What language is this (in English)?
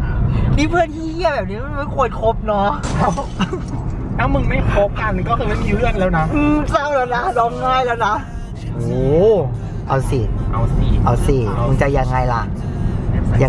Thai